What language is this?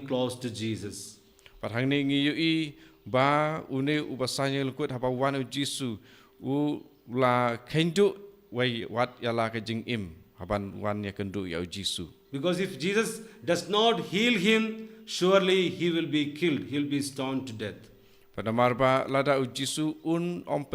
Khasi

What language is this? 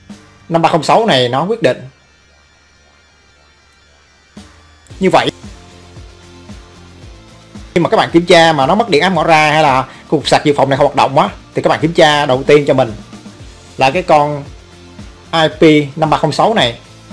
Vietnamese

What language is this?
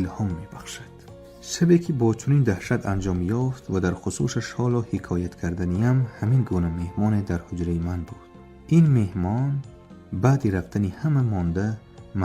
Tajik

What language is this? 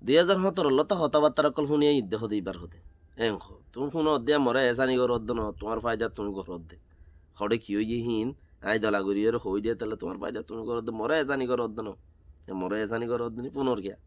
Rohingya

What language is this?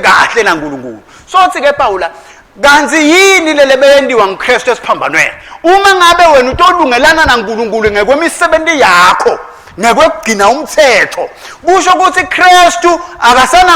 Swati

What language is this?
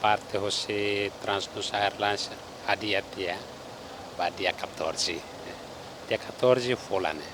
Tetum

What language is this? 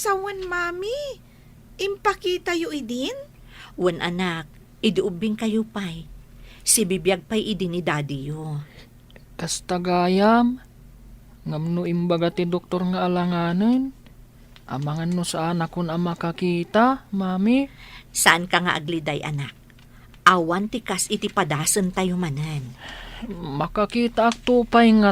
Iloko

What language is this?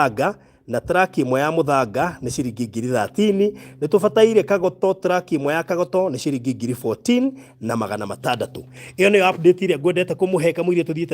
Kikuyu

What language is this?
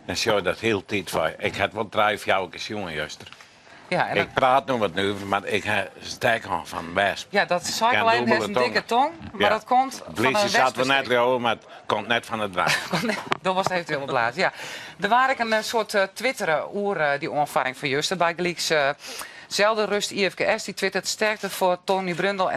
Western Frisian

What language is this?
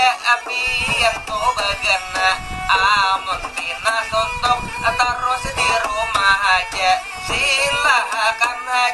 Banjar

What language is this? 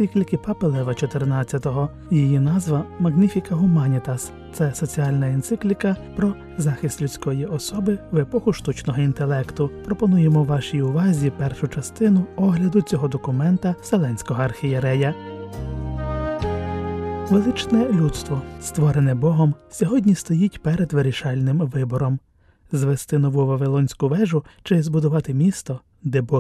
Ukrainian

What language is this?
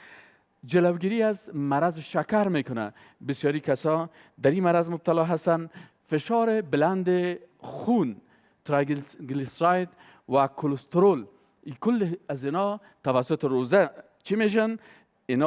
Persian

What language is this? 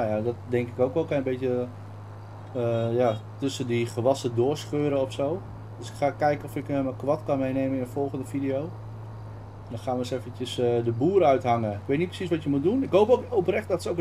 Dutch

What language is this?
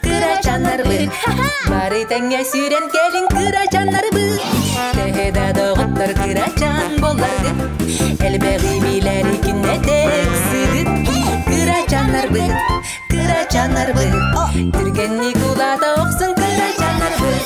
Yakut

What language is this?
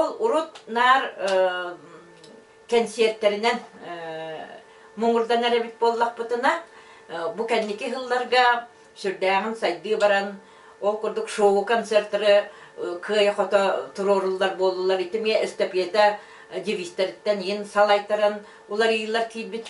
Yakut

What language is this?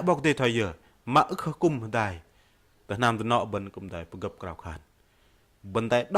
Bahnar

